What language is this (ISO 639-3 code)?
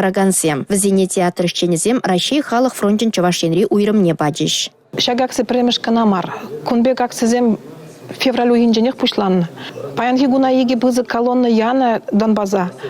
chv